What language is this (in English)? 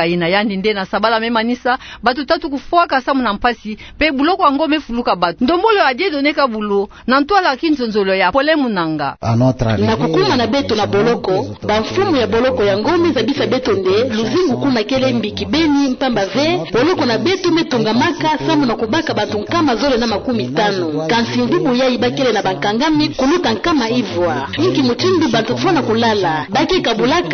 Kituba (Democratic Republic of Congo)